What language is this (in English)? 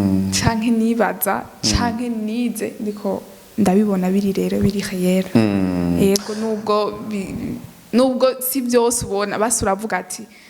Rundi